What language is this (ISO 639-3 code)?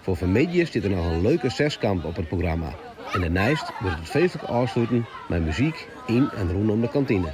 fry